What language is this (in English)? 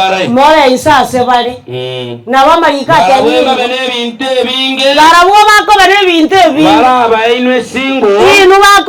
Gusii